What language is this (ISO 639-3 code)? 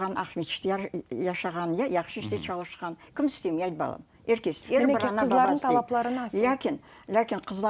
crh